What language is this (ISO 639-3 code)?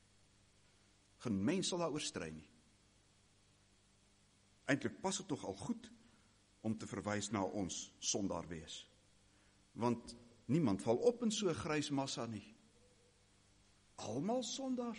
afr